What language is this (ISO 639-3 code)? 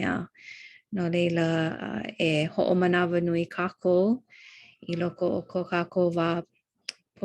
haw